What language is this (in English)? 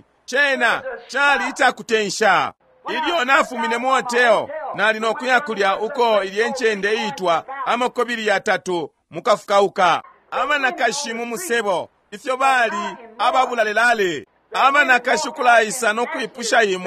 Bemba